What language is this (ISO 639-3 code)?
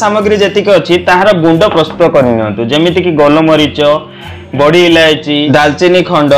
ori